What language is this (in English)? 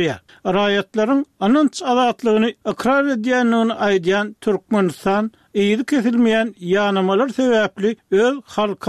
Turkmen